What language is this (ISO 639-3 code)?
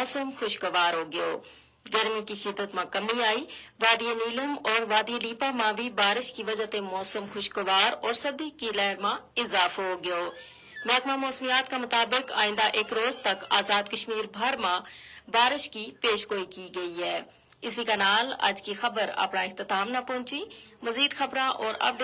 gju